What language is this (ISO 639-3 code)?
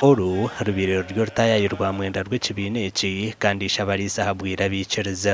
nyn